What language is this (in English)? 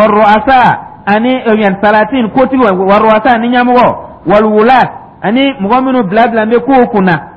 Dyula